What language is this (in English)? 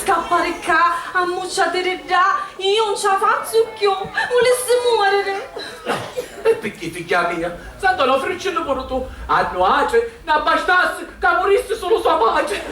Sicilian